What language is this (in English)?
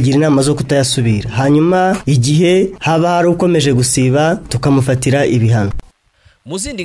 Kinyarwanda